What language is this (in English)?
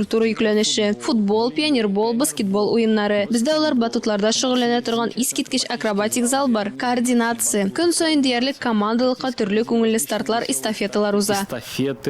Tatar